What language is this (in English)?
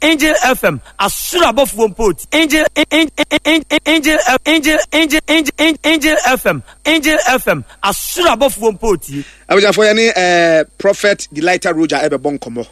Akan